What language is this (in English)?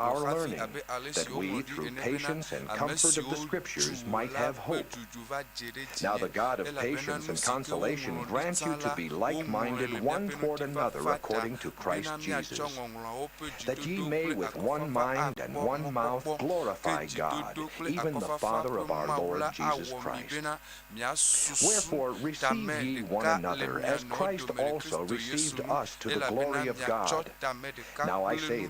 Ewe